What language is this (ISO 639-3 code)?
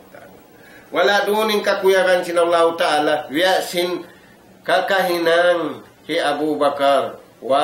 tsg